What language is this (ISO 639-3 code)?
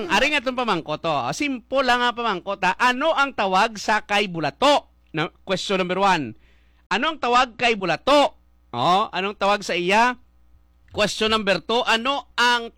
hil